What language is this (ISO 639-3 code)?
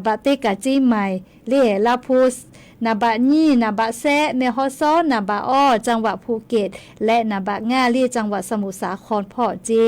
lhu